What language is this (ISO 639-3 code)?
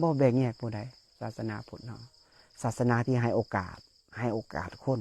lao